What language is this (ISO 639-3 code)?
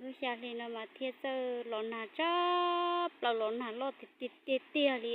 hmn